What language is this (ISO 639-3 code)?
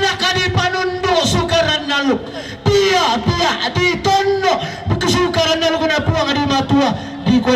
sda